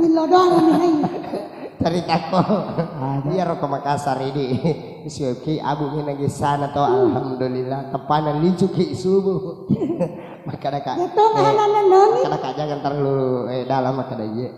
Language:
Buginese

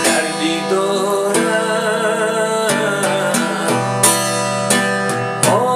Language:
Persian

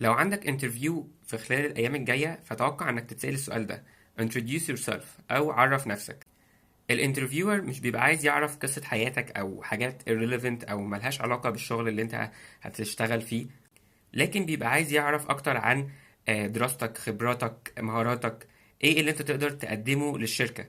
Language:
Egyptian Arabic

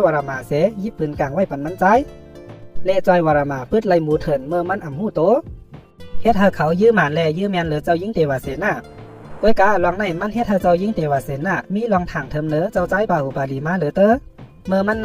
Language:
Shan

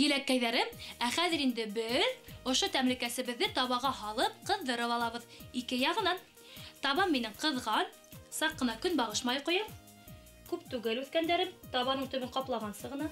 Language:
Bashkir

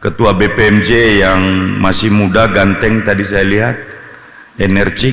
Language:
Nias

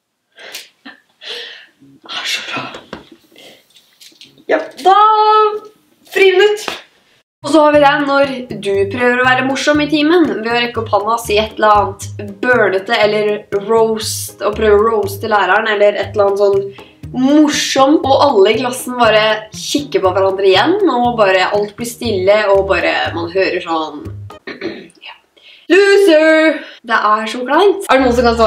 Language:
Norwegian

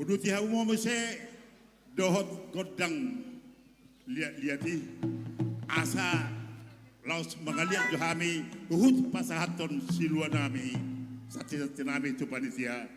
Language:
Batak Toba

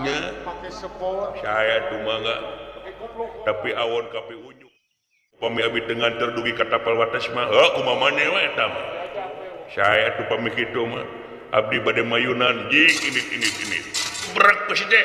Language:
Sundanese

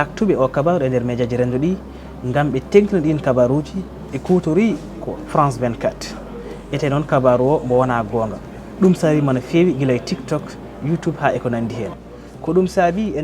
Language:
Fula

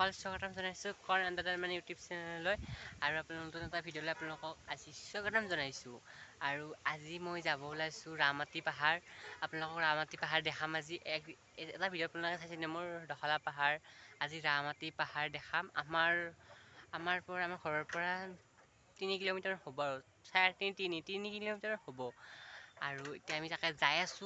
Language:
Assamese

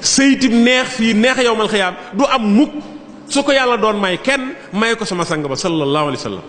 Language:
Wolof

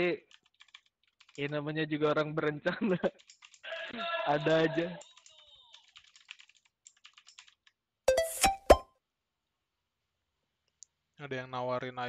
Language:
Indonesian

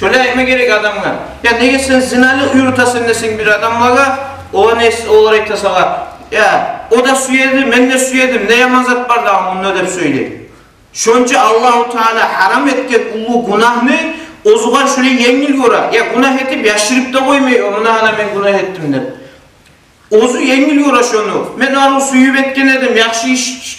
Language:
Kumyk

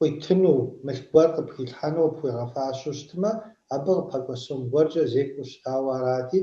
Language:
Kabardian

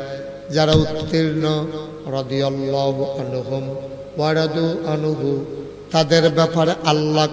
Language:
Bangla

